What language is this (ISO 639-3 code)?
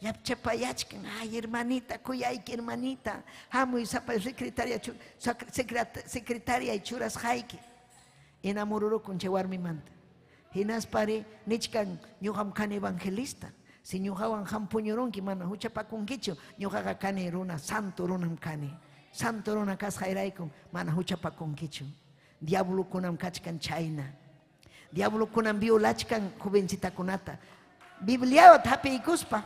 quy